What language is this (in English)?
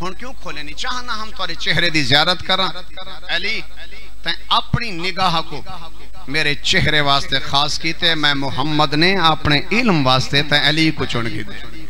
Saraiki